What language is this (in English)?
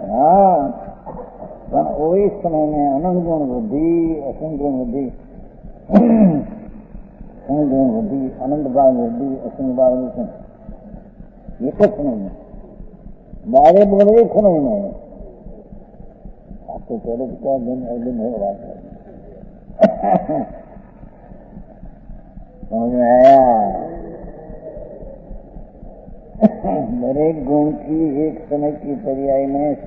Hindi